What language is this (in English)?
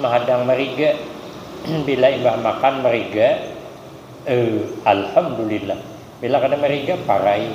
Banjar